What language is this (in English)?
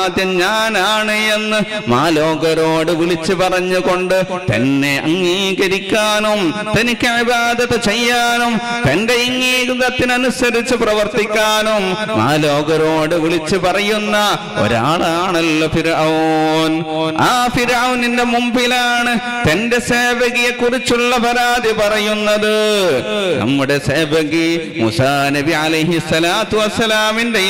Malayalam